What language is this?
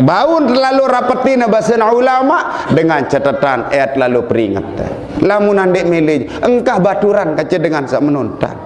Sasak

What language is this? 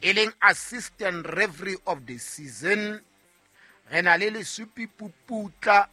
Southern Sotho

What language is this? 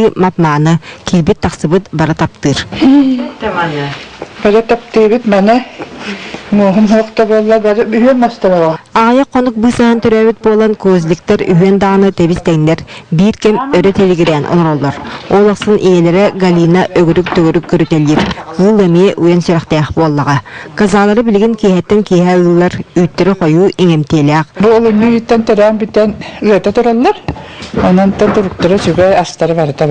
Yakut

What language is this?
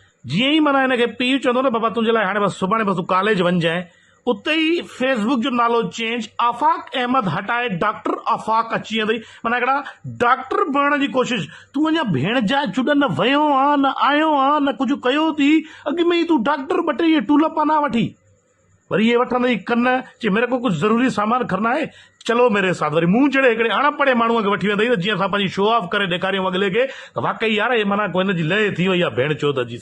Sindhi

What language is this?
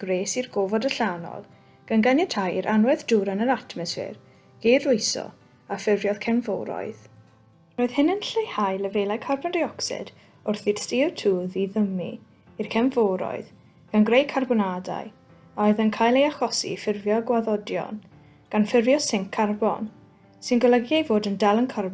Welsh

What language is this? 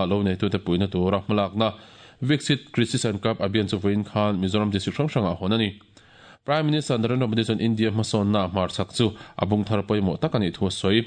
Mizo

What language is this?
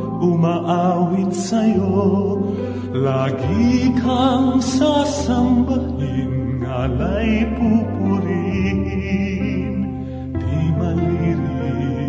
Filipino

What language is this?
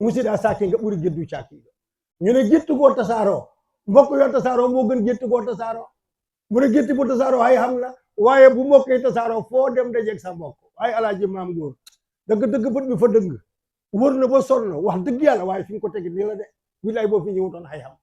Wolof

